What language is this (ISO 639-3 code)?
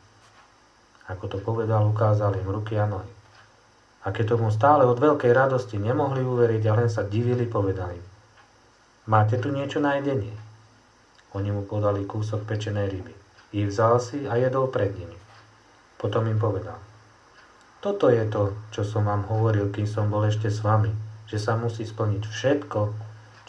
slk